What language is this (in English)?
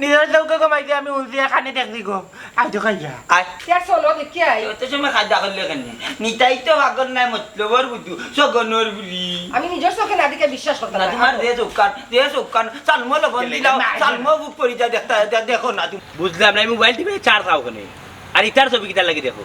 Sylheti